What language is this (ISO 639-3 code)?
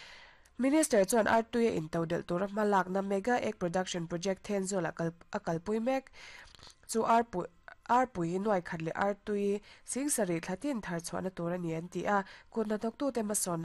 lus